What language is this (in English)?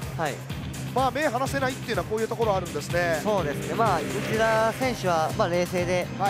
Japanese